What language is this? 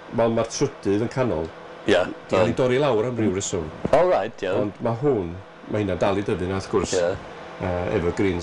Welsh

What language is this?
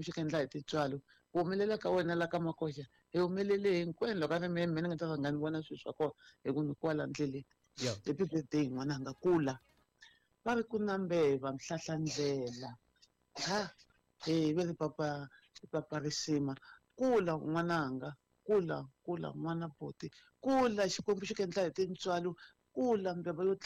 Tsonga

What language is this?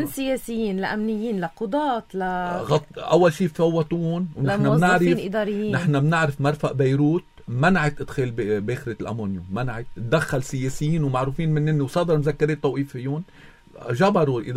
North Levantine Arabic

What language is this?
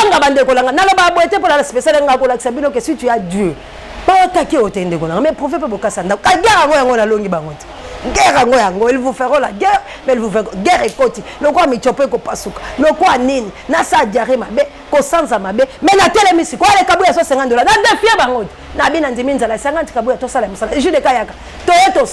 Lingala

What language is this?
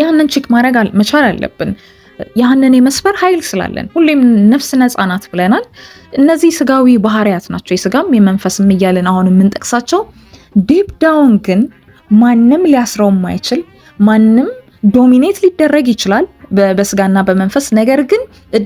Amharic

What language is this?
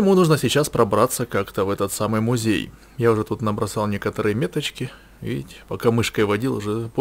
Russian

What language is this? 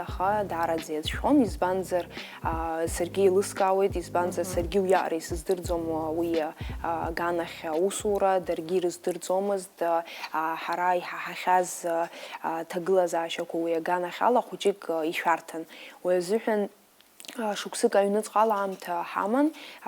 Abkhazian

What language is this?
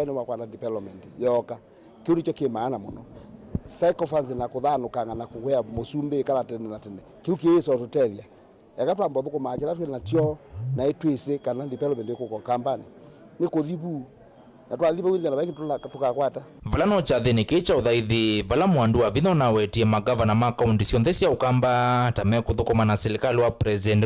Kamba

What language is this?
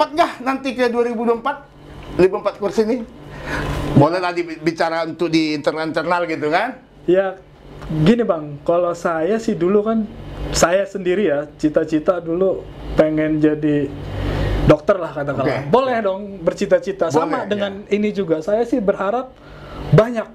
Indonesian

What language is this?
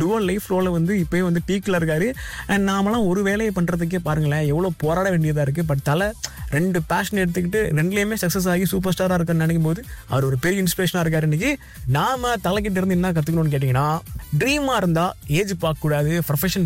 Tamil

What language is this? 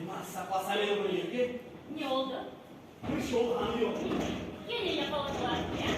Crimean Tatar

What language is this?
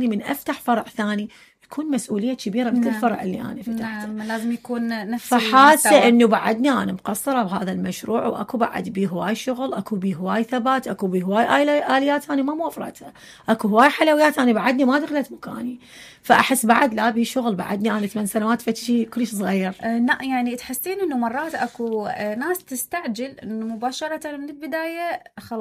Mesopotamian Arabic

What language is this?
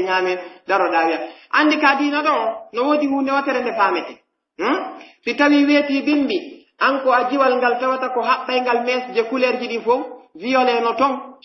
Pular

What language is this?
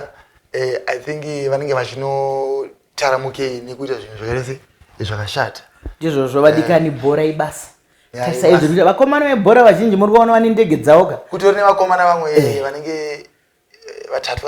Shona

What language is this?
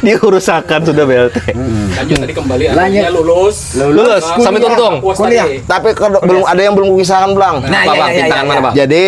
Banjar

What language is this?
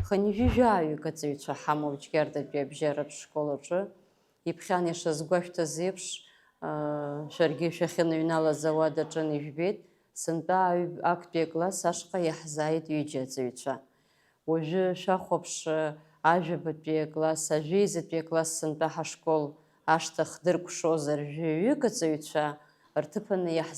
Abkhazian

